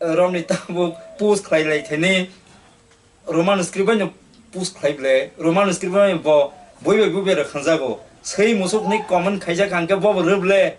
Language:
Kok Borok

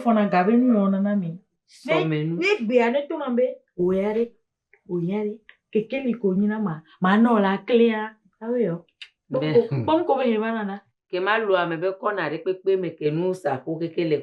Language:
Ewe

